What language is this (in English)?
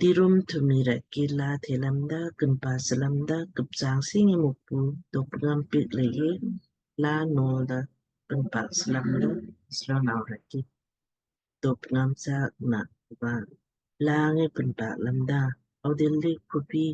Lamkang